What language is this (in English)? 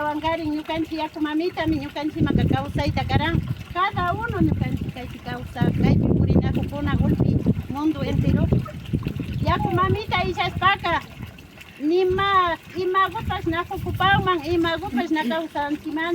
Imbabura Highland Quichua